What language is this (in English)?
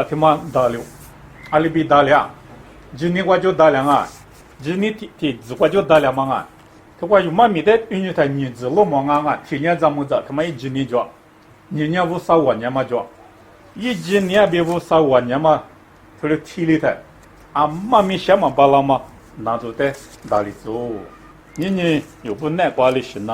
Lisu